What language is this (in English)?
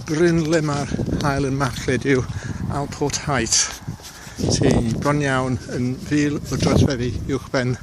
Welsh